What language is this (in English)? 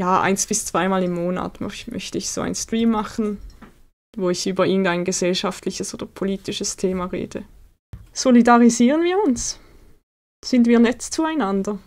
Swiss German